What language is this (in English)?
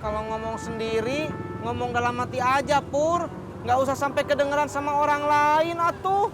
Betawi